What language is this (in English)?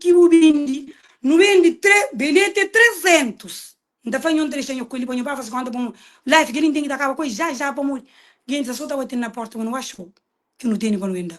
Kabuverdianu